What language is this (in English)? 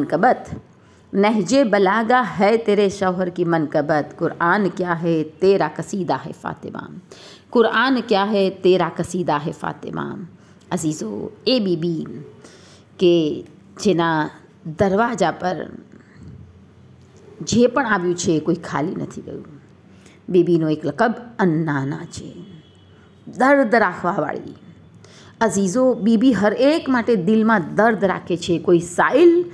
Gujarati